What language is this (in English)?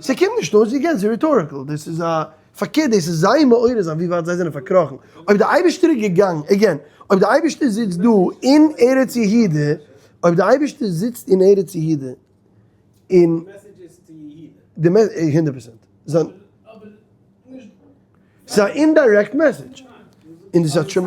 Yiddish